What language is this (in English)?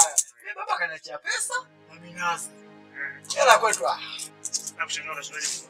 Swahili